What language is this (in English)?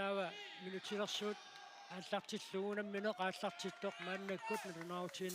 Kalaallisut